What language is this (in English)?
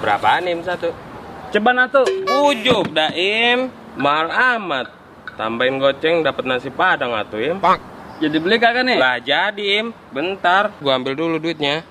Betawi